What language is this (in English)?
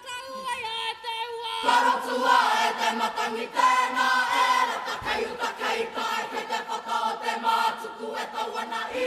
Māori